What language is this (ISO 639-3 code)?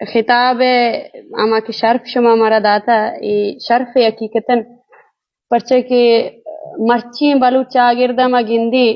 bgp